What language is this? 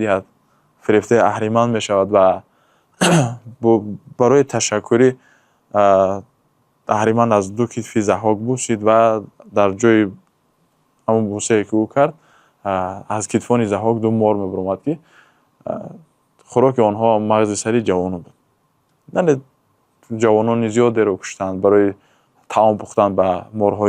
Tajik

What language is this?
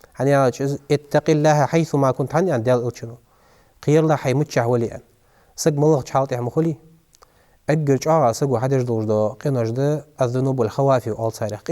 Ingush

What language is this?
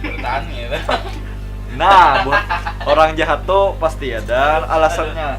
Banjar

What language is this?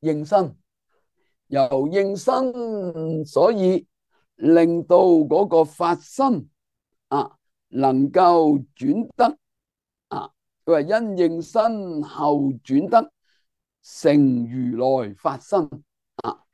Cantonese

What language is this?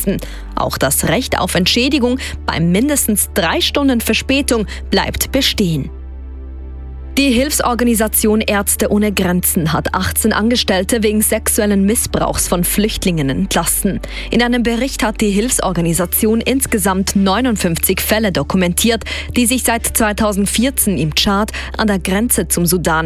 German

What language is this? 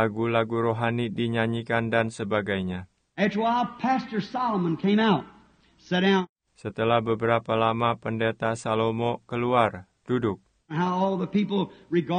Indonesian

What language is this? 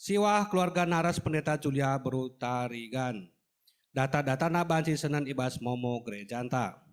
Batak Karo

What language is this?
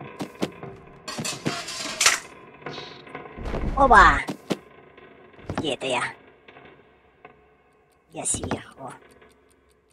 Russian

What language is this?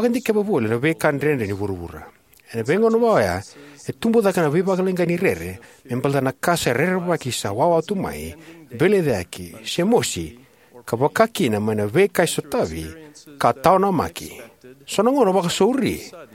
Fijian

